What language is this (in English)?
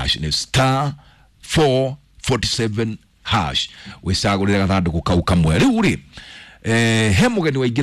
Kikuyu